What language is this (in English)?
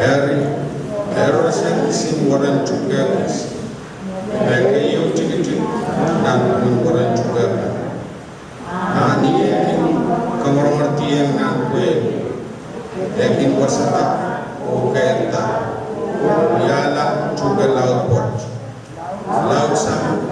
Pohnpeian